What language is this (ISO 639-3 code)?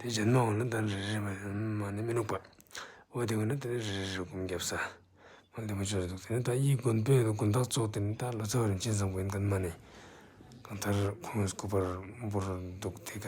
lbj